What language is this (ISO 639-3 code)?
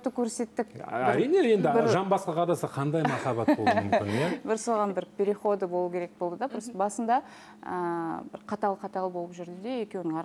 kaz